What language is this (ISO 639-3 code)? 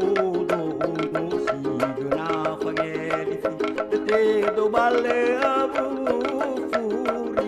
nia